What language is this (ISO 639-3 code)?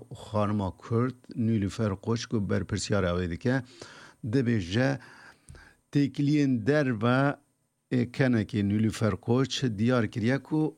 kur